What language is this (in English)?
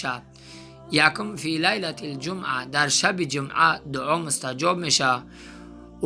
Tajik